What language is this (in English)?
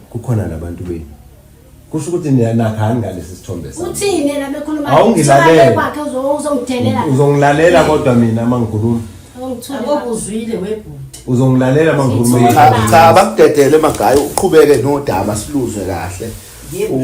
Zulu